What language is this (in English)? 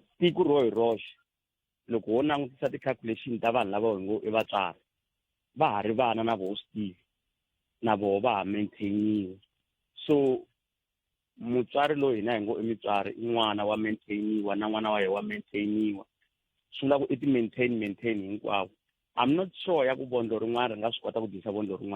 Tsonga